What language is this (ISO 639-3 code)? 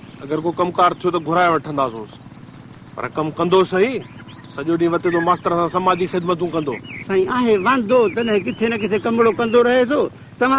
snd